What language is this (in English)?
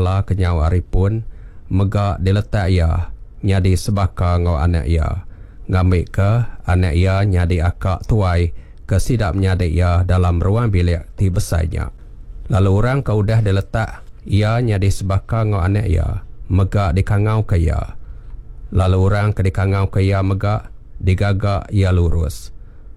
Iban